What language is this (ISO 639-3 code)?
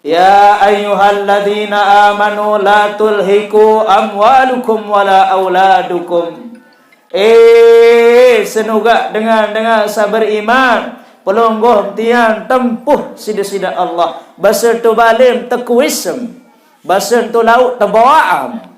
sas